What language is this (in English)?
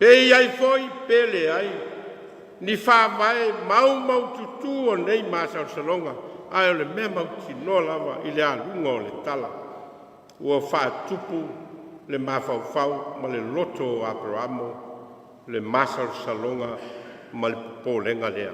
Samoan